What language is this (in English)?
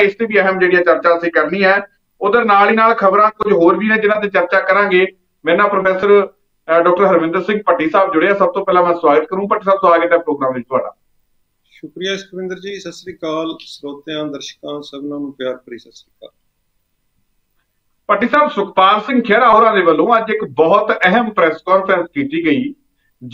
Punjabi